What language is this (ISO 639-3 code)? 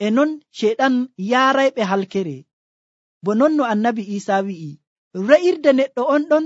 fuv